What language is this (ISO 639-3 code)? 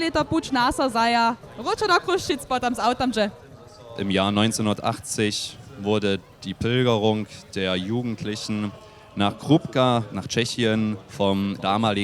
hsb